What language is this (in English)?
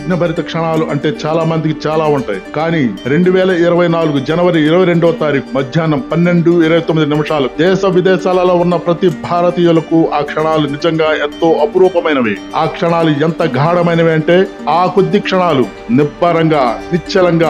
Telugu